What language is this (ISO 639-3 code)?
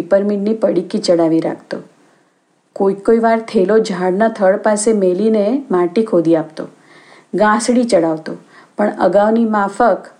guj